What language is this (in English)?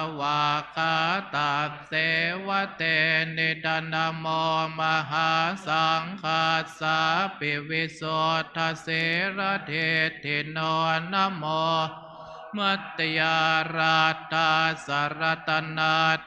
Pali